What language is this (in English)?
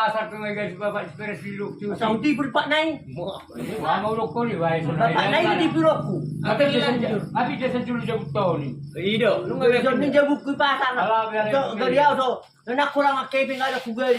Batak Toba